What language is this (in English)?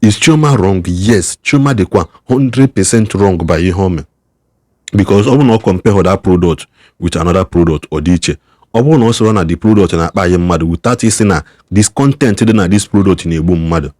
Igbo